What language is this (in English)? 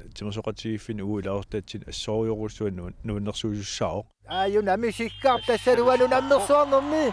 Kalaallisut